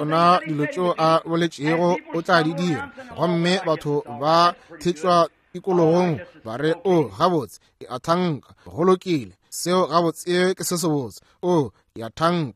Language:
Northern Sotho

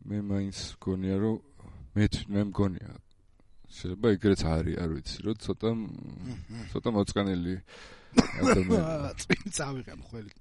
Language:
Georgian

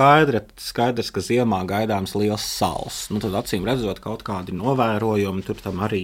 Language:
Latvian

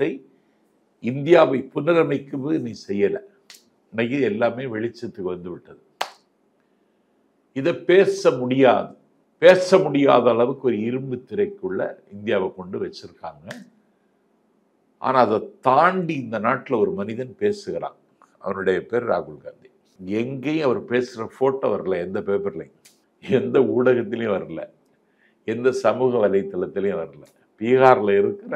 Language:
Tamil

